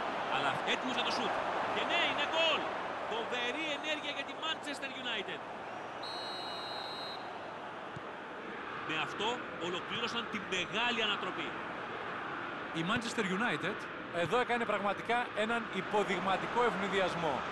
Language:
Greek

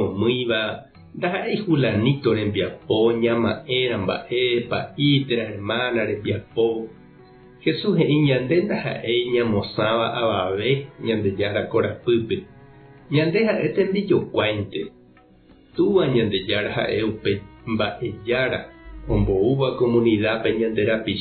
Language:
Guarani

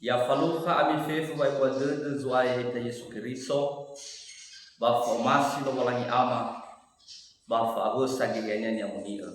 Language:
Nias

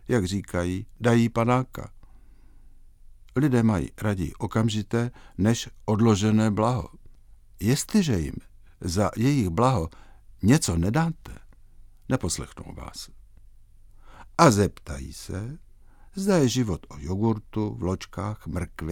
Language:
Czech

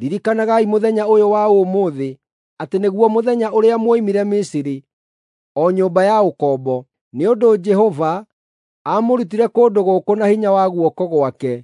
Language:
Kikuyu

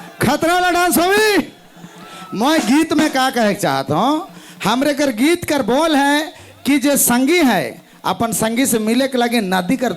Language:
Sadri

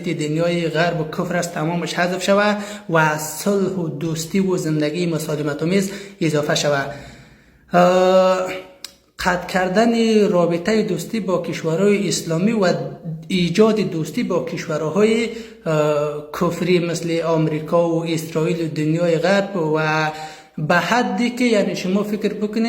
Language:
Persian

